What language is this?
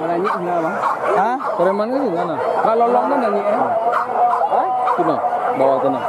Minangkabau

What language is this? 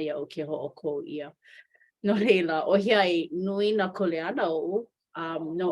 Hawaiian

